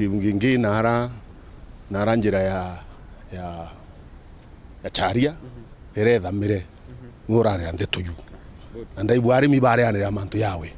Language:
Meru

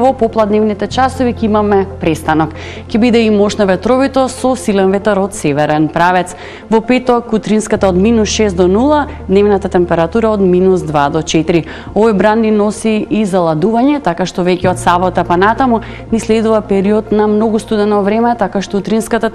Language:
Macedonian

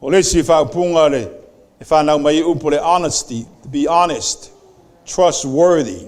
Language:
Samoan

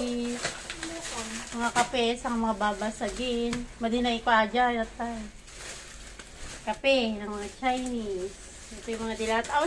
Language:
Filipino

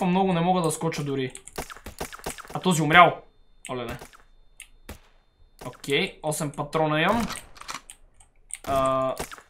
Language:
Bulgarian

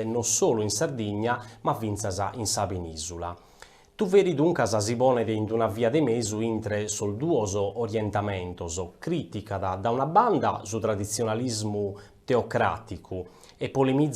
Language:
Sardinian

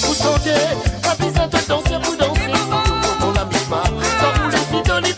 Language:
Morisyen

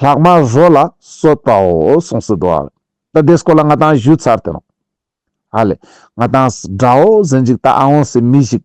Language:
Ladakhi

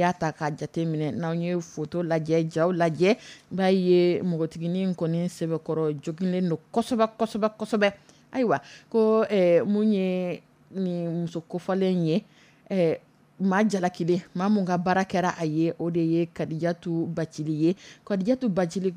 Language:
Dyula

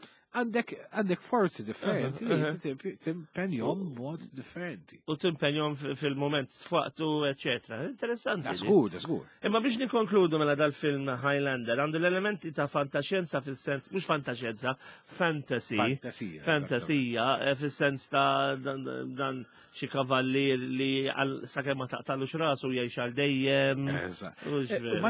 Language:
Maltese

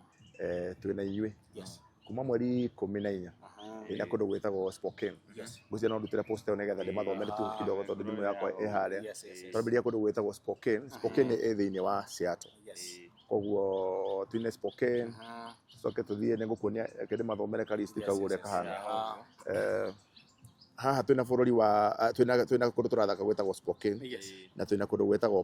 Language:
Kikuyu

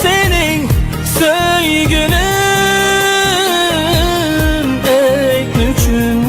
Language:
Uyghur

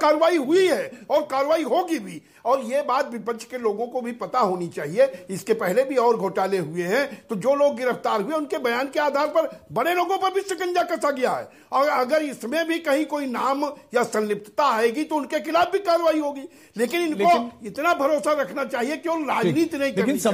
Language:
Hindi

